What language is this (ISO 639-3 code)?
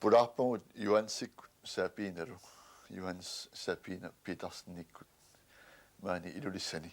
kal